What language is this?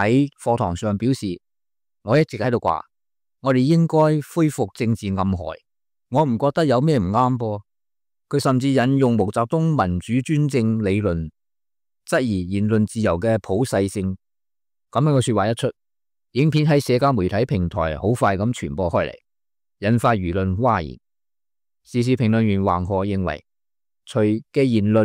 Cantonese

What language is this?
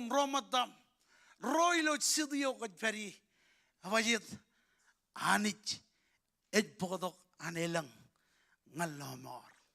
Marshallese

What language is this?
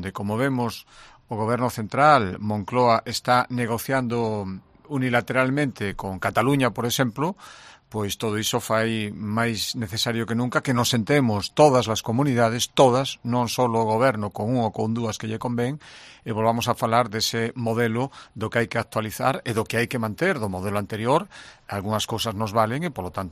Galician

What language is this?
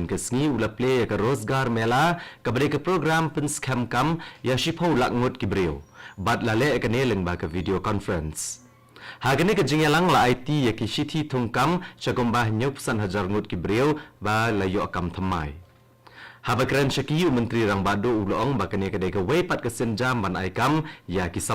Khasi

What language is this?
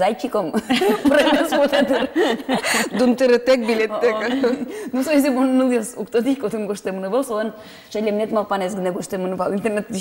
Udmurt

